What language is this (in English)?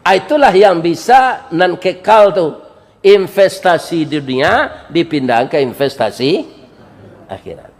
Minangkabau